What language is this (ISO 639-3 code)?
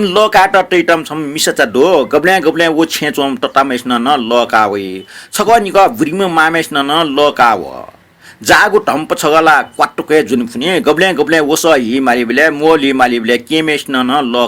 new